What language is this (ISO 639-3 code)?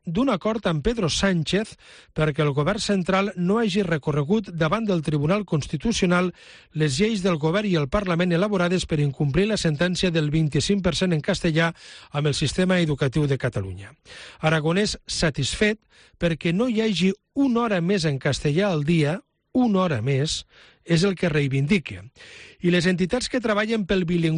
cat